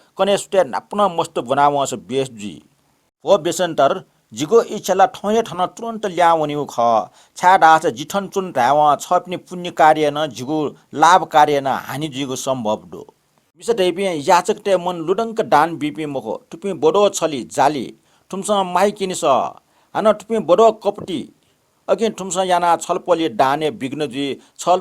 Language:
Newari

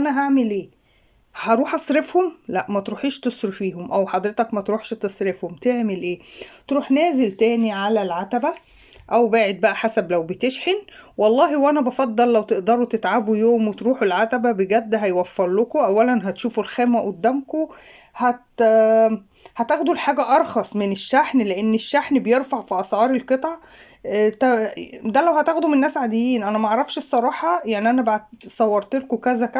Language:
Egyptian Arabic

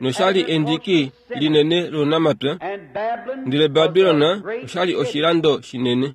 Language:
Kuanyama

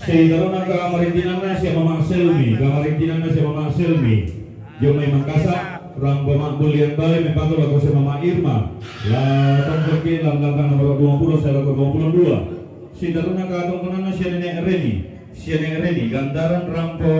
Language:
Toraja-Sa'dan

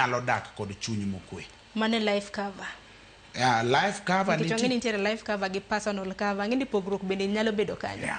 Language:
Luo (Kenya and Tanzania)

